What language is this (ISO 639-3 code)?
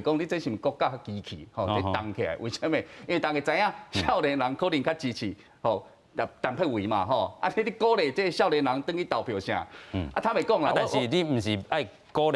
nan